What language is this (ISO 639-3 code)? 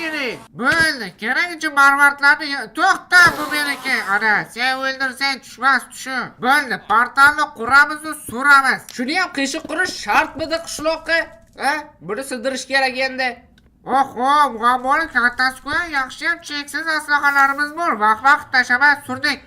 uzb